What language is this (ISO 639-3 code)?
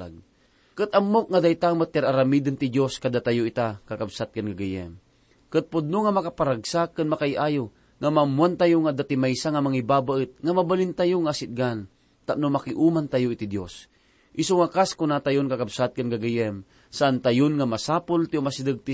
ilo